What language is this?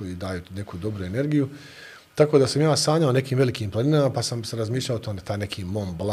Bosnian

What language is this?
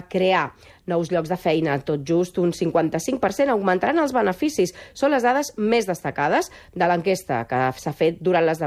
Catalan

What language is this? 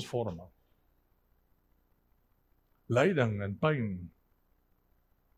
Afrikaans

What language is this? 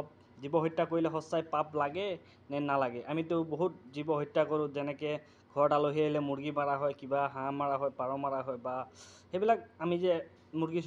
Assamese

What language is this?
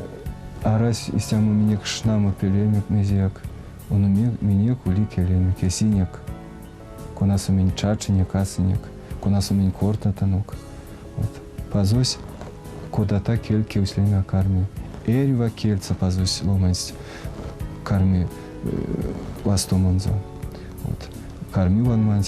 Erzya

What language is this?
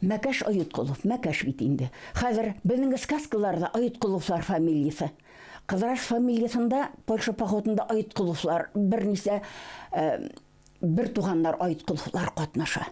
Bashkir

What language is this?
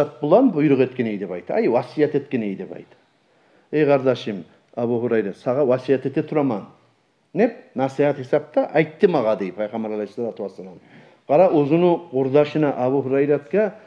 Kumyk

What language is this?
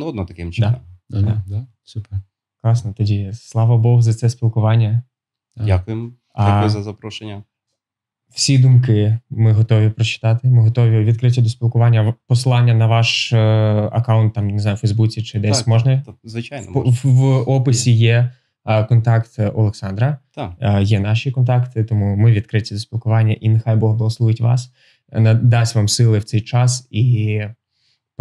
Ukrainian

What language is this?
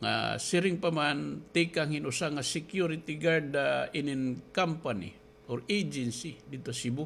Waray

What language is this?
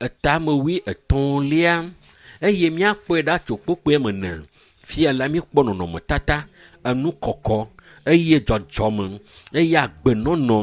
Ewe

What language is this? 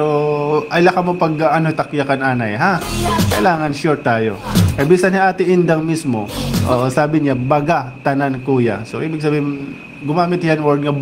Waray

